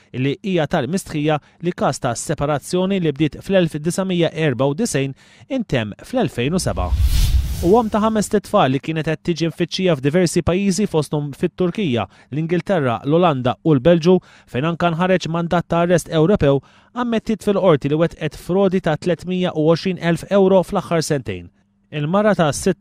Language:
Maltese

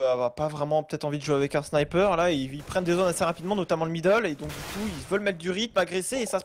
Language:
French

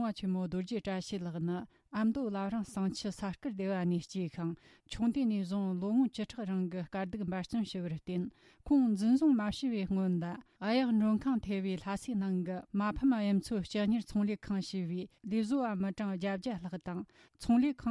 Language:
Tibetan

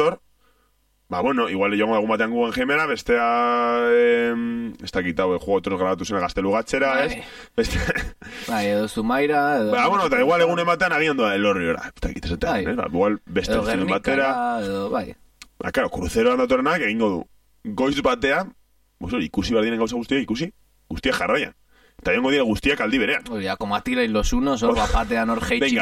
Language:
Basque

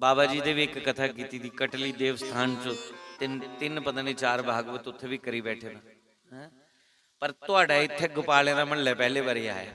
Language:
Dogri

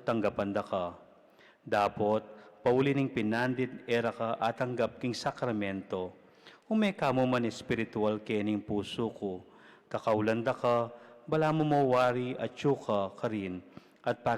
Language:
Pampanga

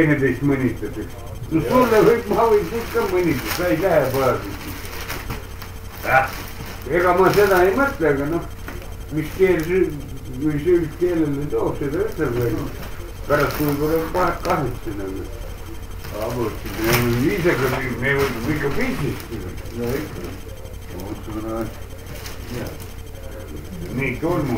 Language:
Estonian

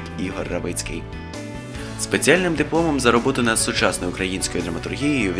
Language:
Ukrainian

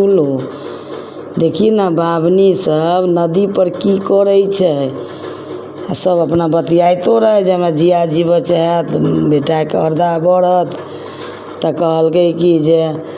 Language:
Maithili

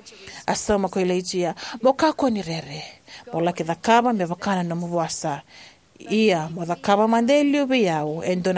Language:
Fijian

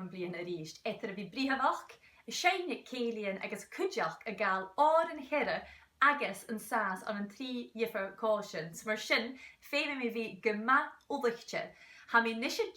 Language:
Scottish Gaelic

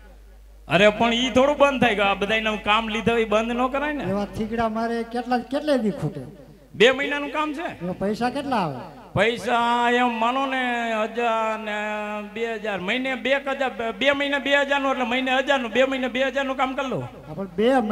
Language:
Gujarati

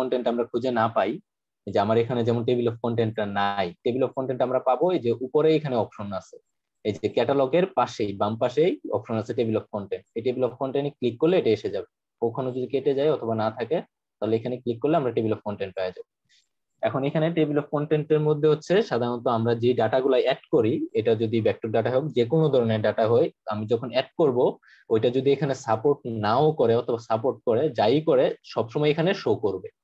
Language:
Bangla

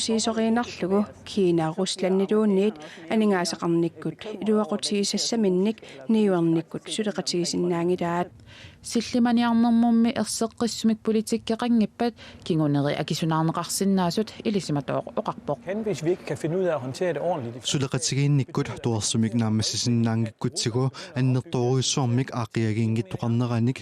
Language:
Kalaallisut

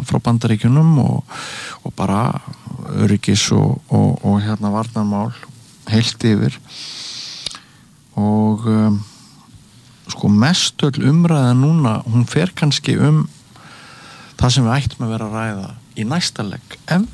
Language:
Icelandic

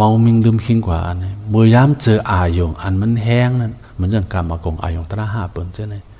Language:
Shan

